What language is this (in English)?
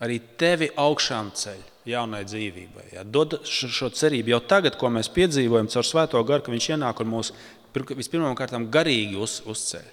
Latvian